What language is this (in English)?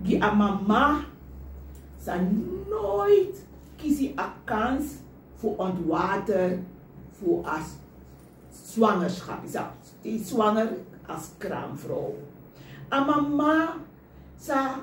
Sranan Tongo